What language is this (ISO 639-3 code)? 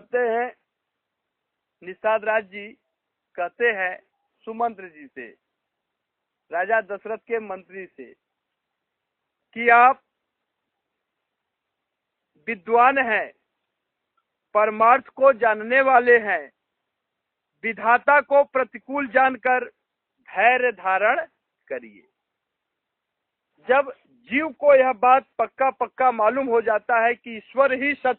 hin